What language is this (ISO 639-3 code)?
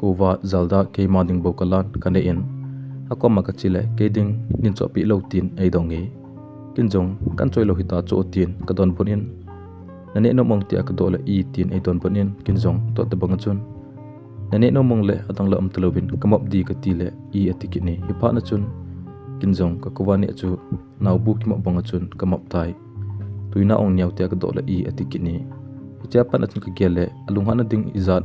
tcz